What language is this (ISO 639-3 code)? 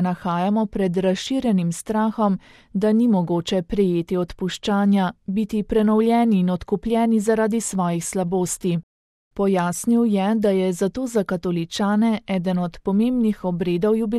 slv